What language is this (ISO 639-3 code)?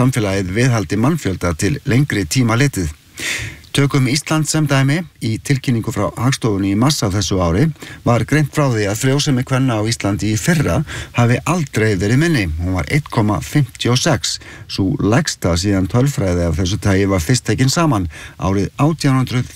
isl